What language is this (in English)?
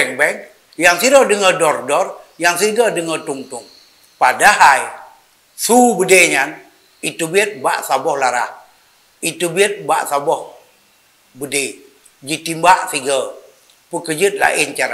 Achinese